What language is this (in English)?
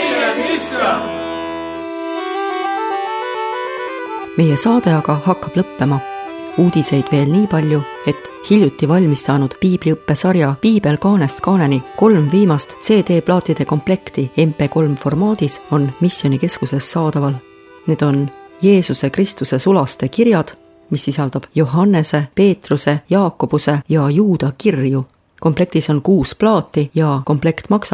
Estonian